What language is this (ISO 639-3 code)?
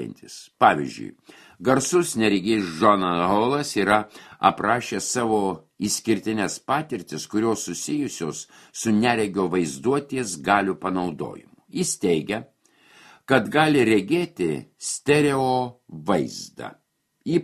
lit